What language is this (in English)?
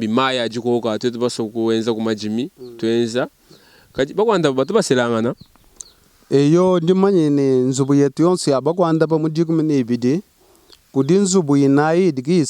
Luba-Lulua